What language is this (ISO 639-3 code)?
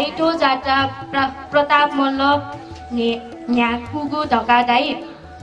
new